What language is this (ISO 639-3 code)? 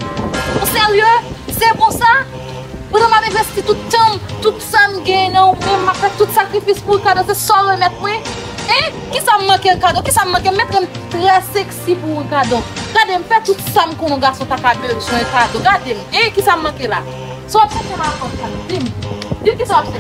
hat